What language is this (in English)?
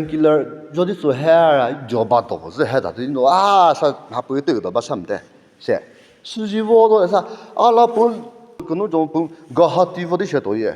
Chokri Naga